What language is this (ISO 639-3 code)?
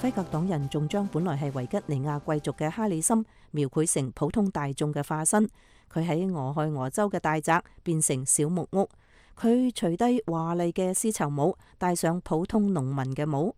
yue